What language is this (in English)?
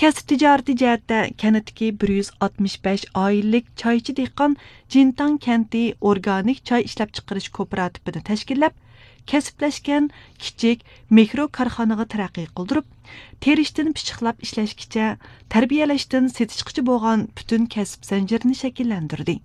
Uyghur